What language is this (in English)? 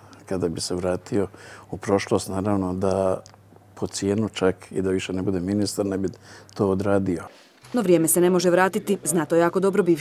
Croatian